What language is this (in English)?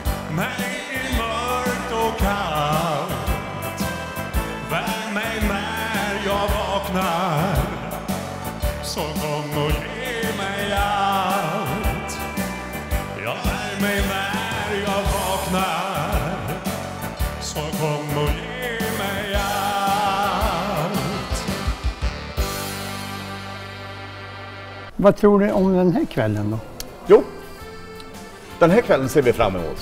Swedish